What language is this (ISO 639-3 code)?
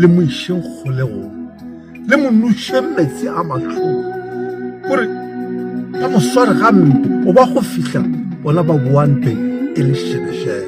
nso